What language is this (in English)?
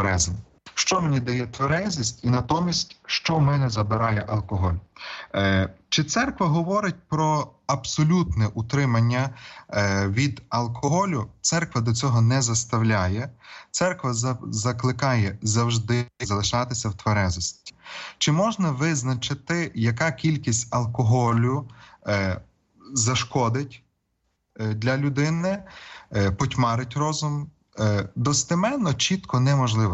Ukrainian